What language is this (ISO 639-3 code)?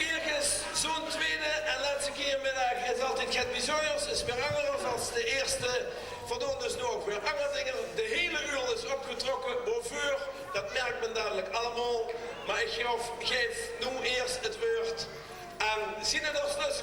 lim